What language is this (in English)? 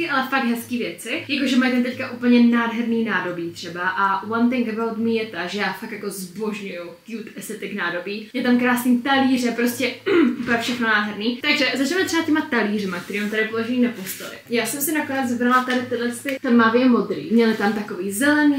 Czech